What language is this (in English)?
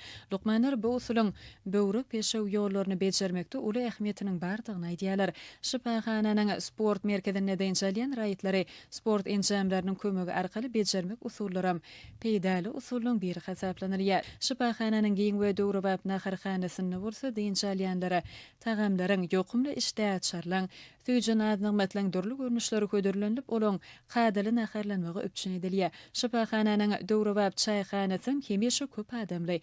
Turkmen